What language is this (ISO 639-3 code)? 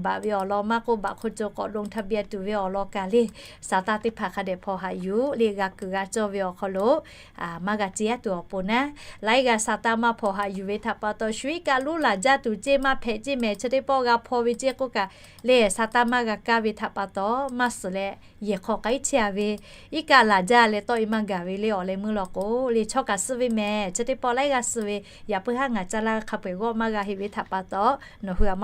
lhu